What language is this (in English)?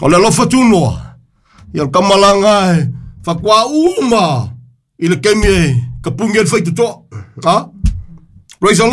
Samoan